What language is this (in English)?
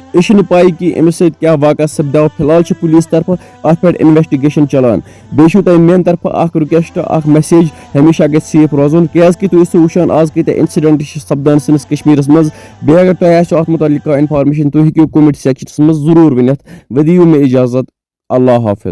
Kashmiri